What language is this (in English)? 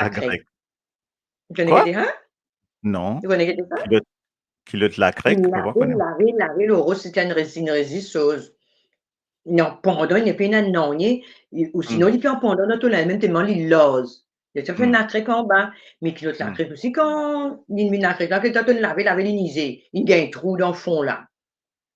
Morisyen